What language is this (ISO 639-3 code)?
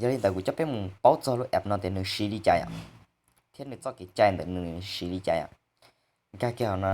hmn